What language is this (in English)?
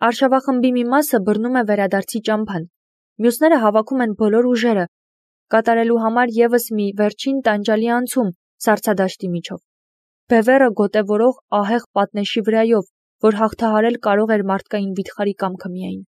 Armenian